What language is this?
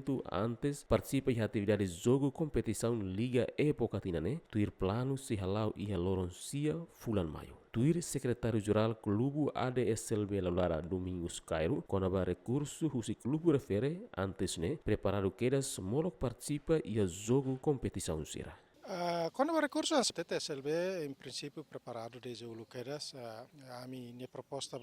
Tetum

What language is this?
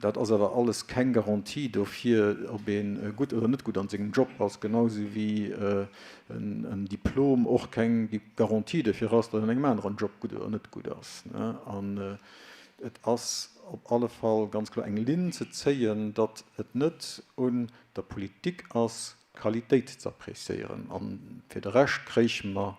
Luxembourgish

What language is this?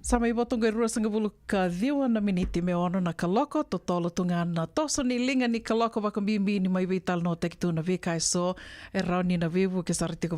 Fijian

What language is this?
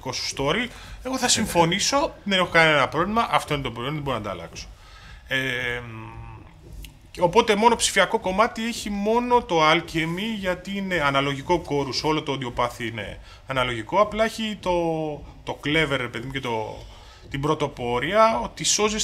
Greek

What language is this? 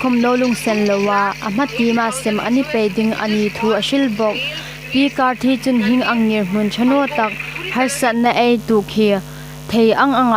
Hmar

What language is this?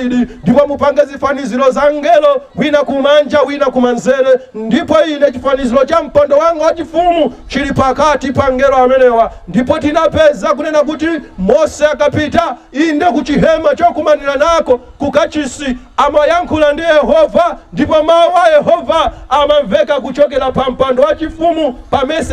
Nyanja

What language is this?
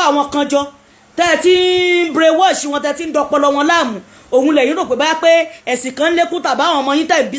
Yoruba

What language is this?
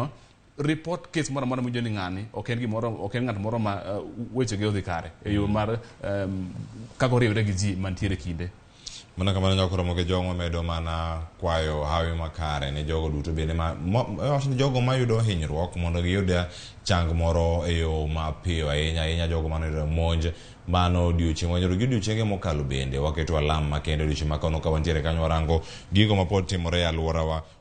Luo (Kenya and Tanzania)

